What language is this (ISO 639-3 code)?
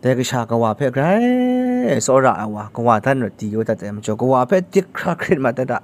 kac